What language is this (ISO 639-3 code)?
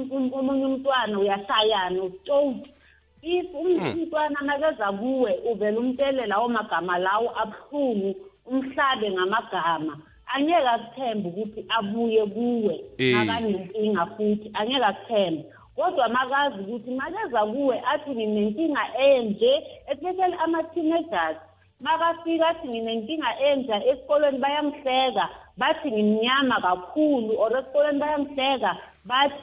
nbl